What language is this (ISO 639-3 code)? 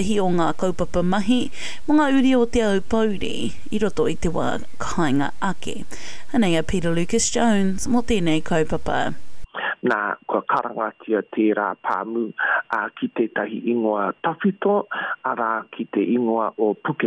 mri